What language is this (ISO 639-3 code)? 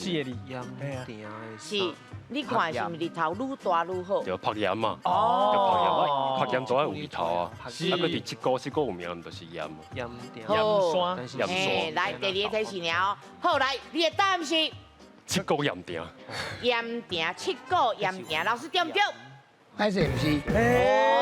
nan